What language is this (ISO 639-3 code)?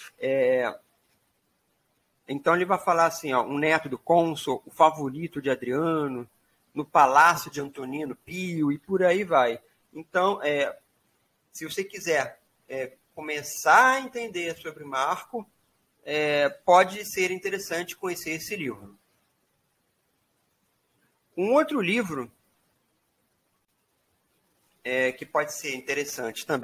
por